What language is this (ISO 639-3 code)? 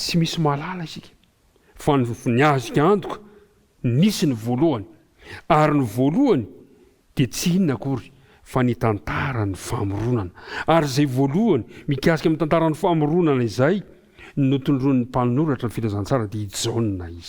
mlg